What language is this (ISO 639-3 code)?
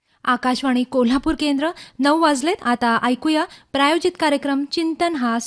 mar